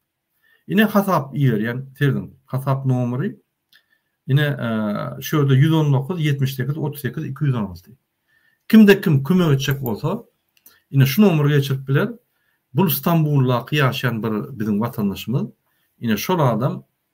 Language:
Turkmen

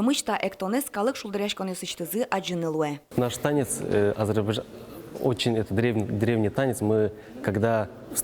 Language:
Udmurt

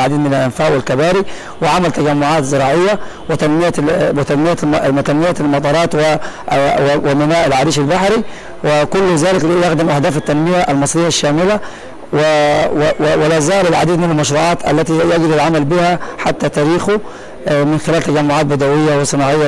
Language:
Arabic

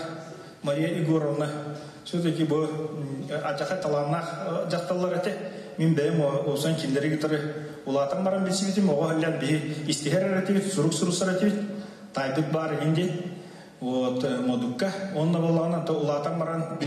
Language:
Yakut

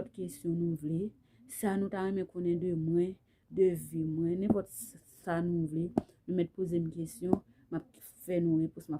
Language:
Haitian Creole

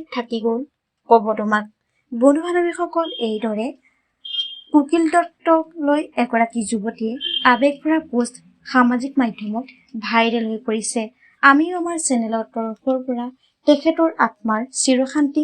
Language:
Assamese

